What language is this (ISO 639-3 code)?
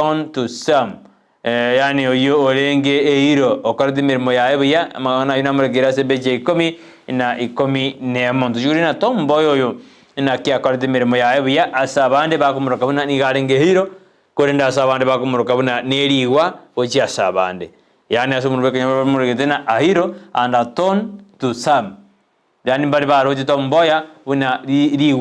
guz